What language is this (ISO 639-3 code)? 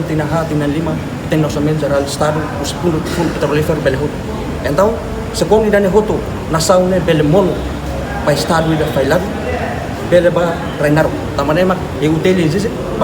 tet